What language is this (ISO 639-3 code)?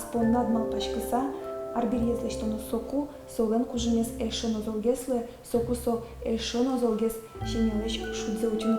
udm